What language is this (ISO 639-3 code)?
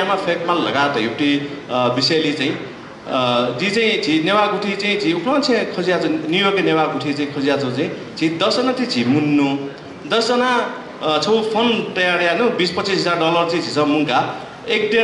new